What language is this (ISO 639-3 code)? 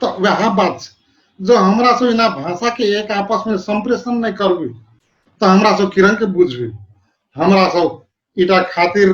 thl